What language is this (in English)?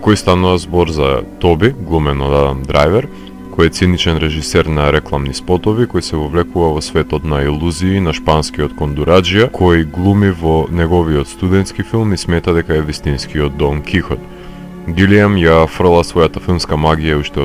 Macedonian